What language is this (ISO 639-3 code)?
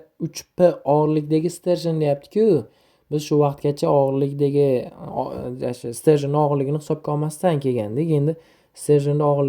uzb